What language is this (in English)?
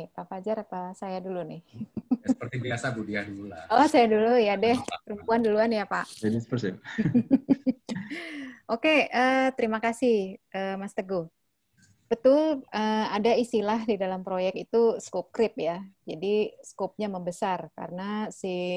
Indonesian